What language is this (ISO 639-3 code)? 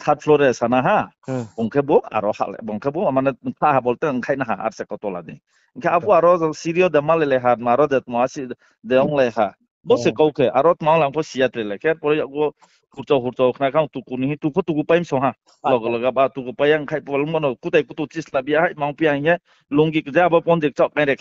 ria